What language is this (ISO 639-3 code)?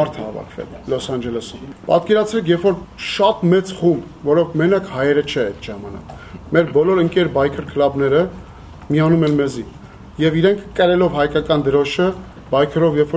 hye